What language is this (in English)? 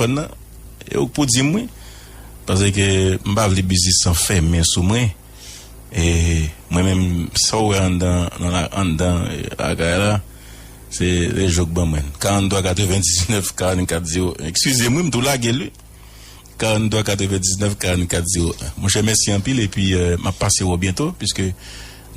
Haitian Creole